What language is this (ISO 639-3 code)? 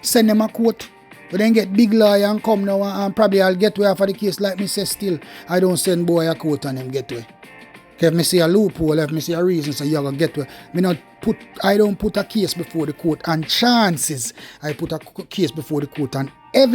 jam